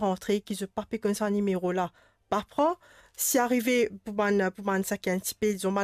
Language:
Morisyen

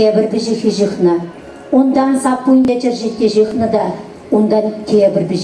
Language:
Chuvash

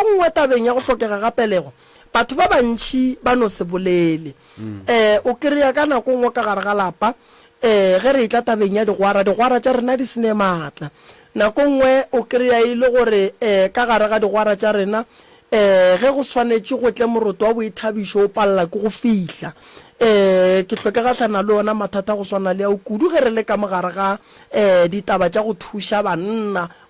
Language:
Northern Sotho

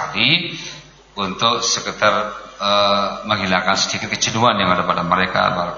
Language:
Indonesian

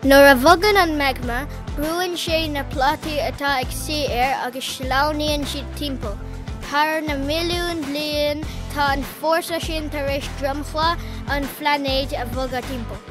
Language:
Irish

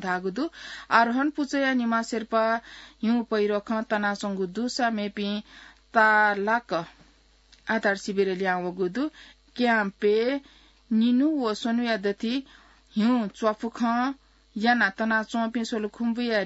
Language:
Newari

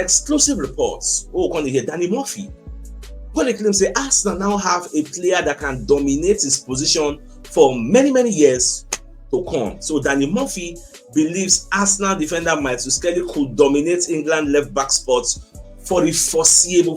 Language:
Nigerian Pidgin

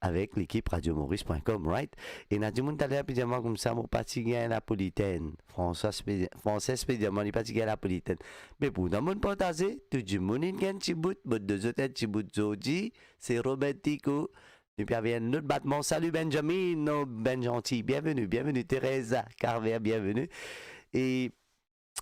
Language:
Morisyen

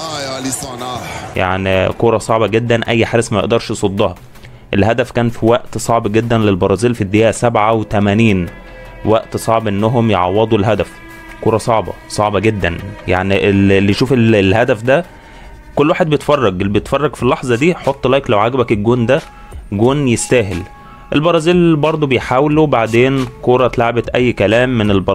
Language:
Egyptian Arabic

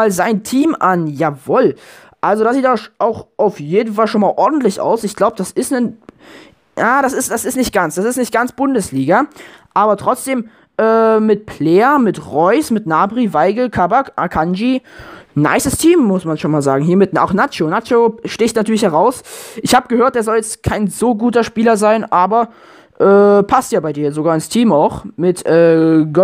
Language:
German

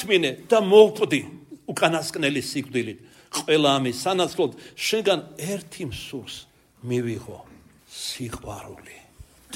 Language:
Georgian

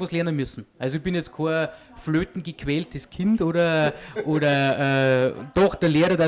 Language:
Bavarian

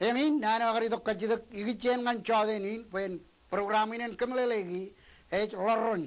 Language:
Marshallese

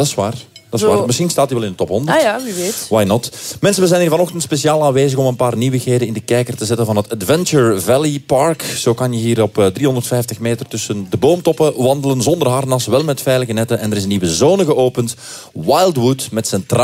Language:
Dutch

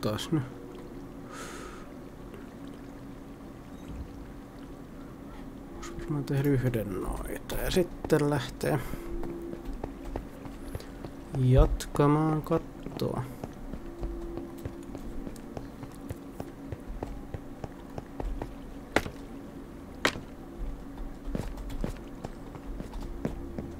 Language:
Finnish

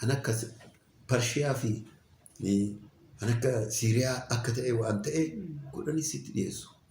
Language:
Oromo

